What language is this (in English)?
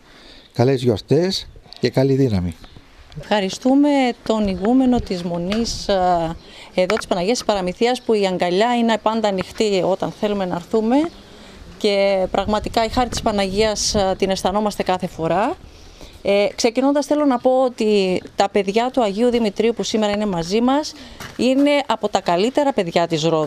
Greek